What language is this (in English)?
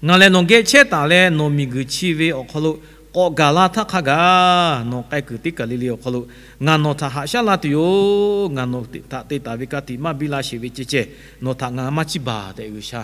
Lahu